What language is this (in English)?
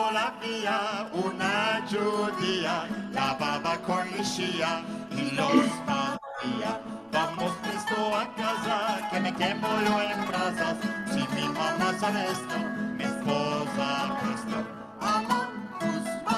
Ladino